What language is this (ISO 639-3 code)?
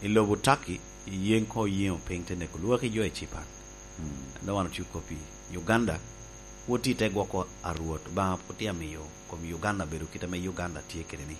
laj